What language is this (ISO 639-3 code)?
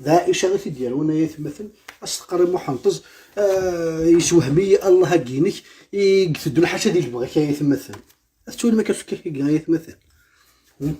kab